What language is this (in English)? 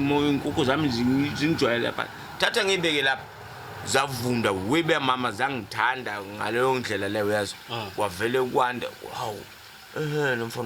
Zulu